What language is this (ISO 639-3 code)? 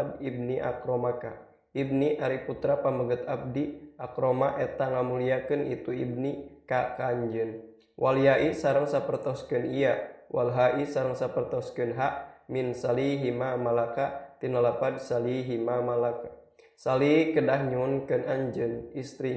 sun